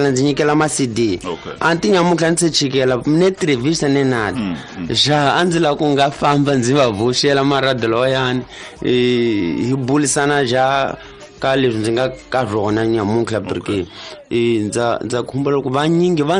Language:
Tsonga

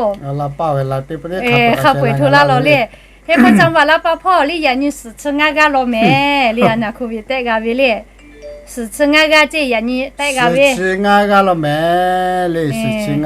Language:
Lahu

